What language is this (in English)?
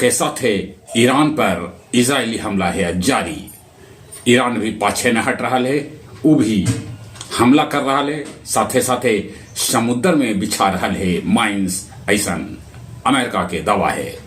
Magahi